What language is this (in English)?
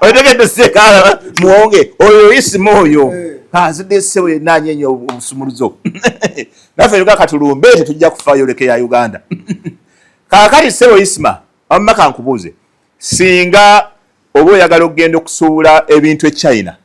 Ganda